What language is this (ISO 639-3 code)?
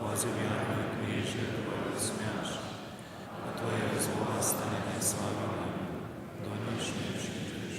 hsb